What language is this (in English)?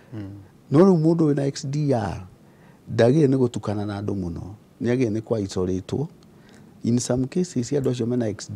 Kikuyu